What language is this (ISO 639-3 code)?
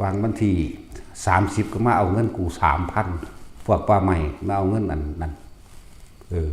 tts